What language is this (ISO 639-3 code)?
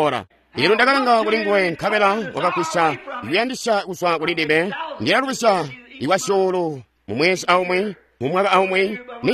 toi